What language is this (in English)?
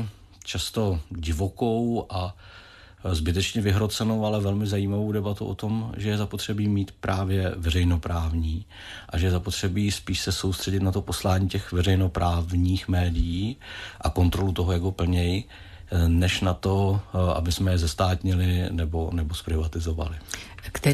Czech